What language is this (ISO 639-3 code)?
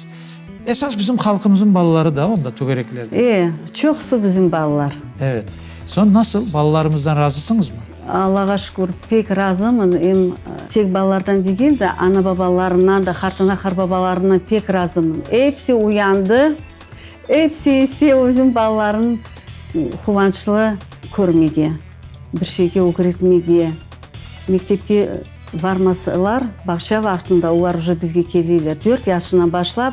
crh